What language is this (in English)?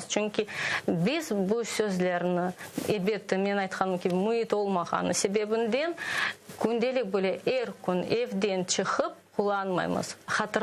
Crimean Tatar